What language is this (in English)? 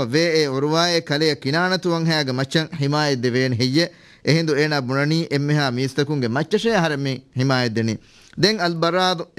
Divehi